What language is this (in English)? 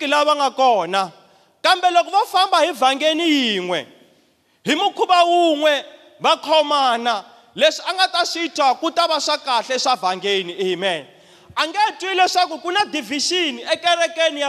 Tsonga